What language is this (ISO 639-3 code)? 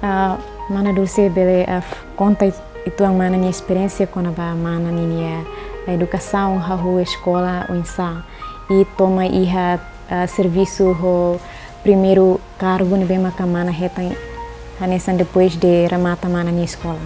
tet